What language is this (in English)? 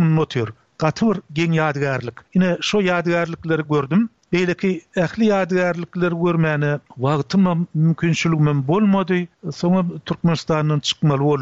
Turkmen